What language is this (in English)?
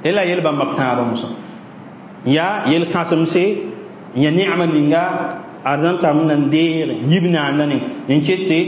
Mossi